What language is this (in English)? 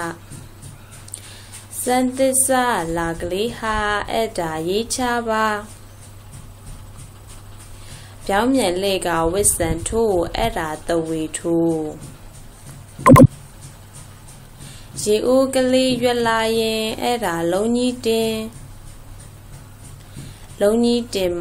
Burmese